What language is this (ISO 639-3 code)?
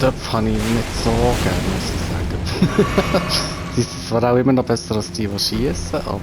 gsw